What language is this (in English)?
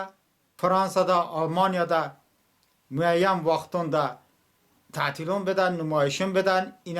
Talysh